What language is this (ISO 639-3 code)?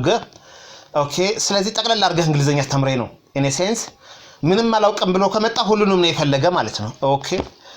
amh